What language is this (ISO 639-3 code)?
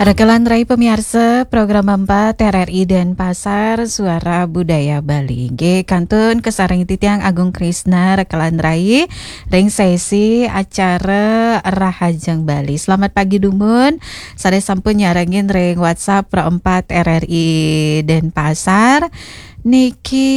ban